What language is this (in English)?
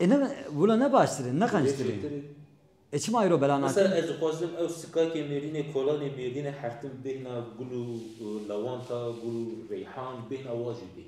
Kurdish